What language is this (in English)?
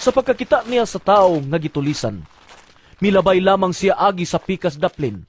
Cebuano